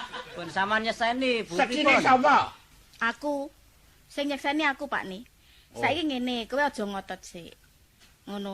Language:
Javanese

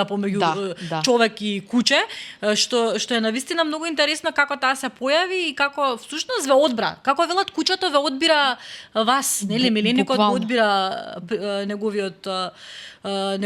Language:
Macedonian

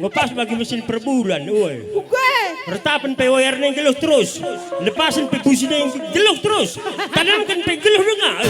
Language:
Batak Karo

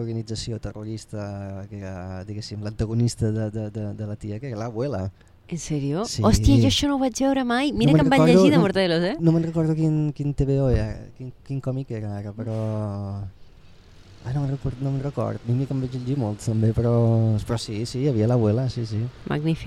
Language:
Catalan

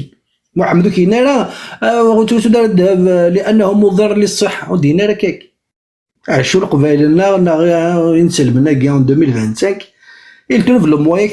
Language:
Kabyle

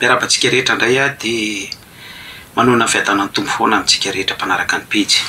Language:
Malagasy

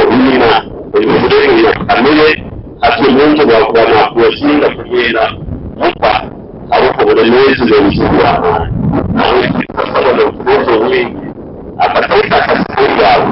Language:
Nyankole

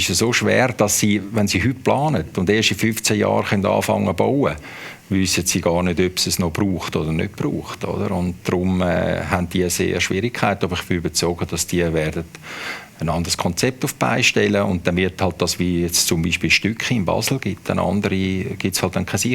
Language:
Swiss German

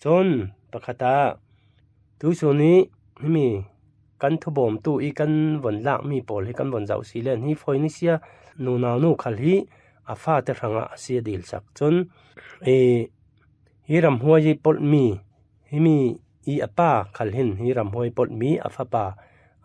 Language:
Falam Chin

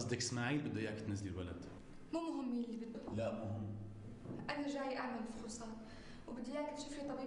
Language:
North Levantine Arabic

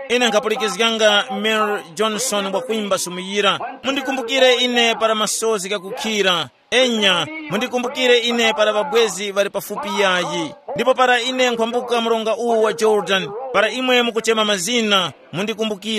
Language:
Tumbuka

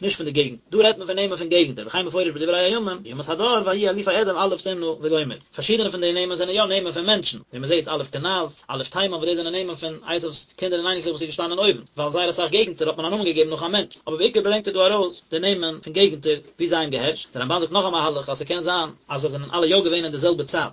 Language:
Yiddish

